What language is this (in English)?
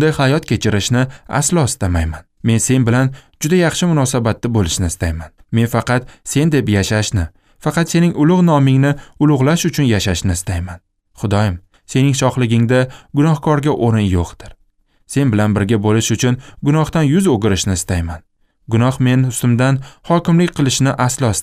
Uzbek